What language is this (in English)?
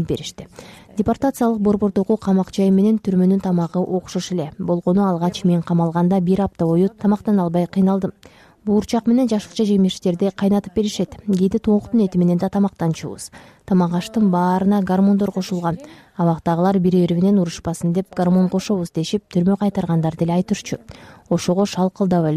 Kyrgyz